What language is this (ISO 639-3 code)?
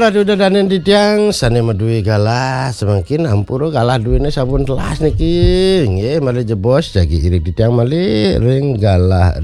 ban